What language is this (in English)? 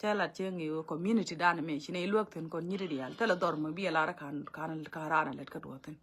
Nuer